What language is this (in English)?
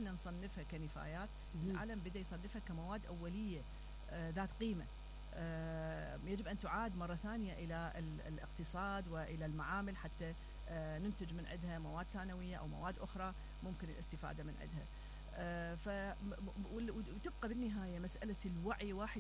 Mesopotamian Arabic